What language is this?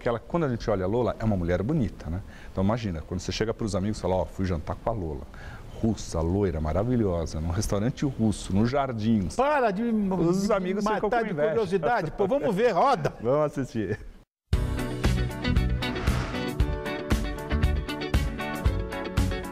Portuguese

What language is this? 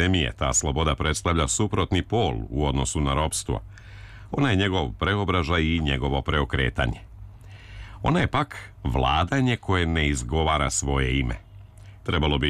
Serbian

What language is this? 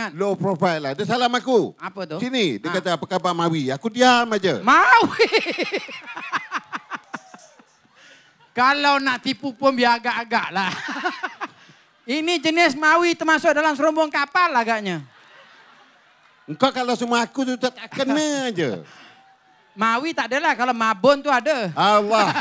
Malay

